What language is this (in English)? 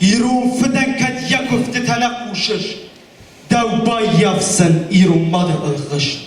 Ossetic